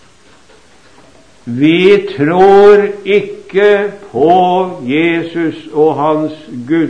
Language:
Norwegian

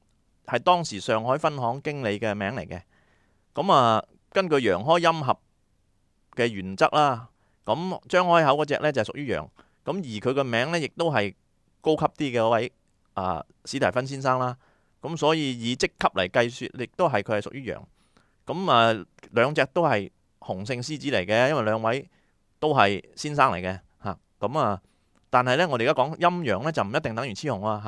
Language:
Cantonese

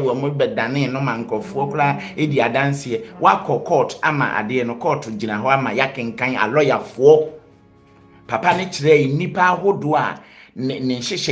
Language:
Akan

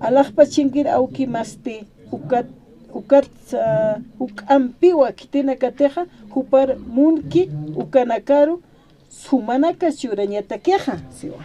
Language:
Aymara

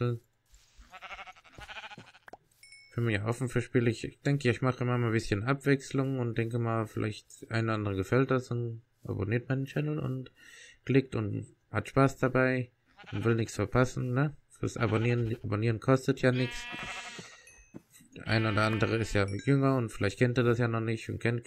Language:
German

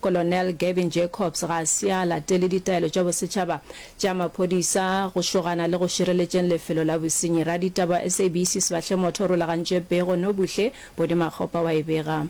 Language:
Northern Sotho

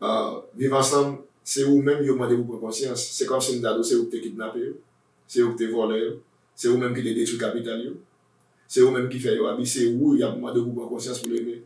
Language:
Haitian Creole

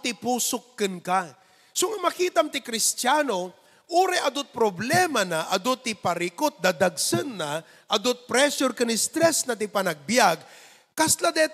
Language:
Iloko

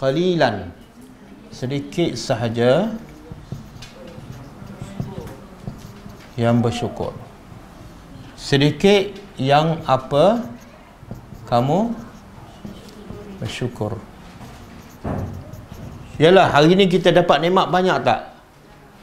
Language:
Malay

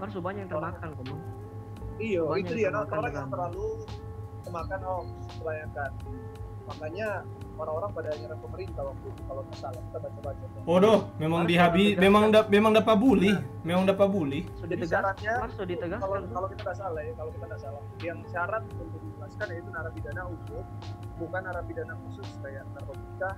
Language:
Manado Malay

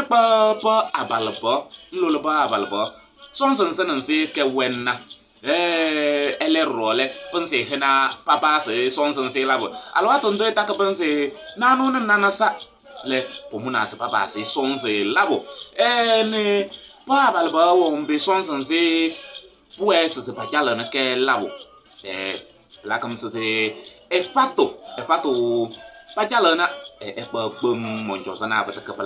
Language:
Kabiyè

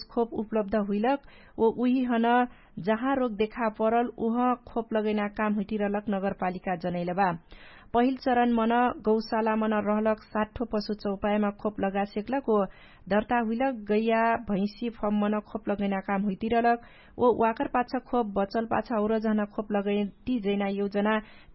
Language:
Dangaura Tharu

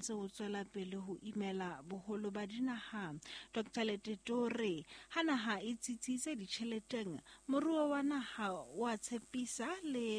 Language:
Southern Sotho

